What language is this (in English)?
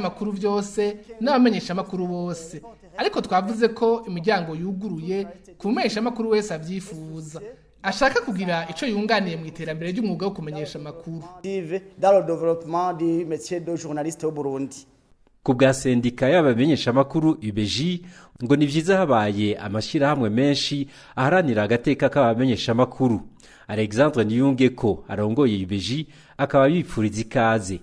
Rundi